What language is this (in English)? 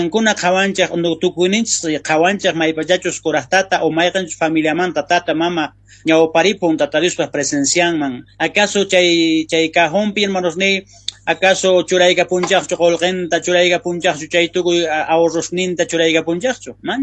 South Bolivian Quechua